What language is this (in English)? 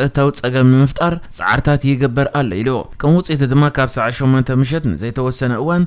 Tigrinya